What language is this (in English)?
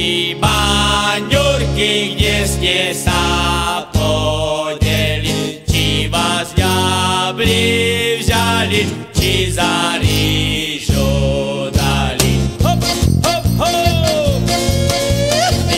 Slovak